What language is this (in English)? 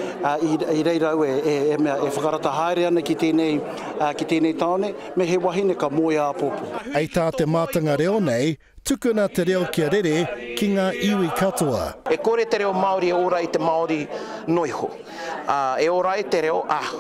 Māori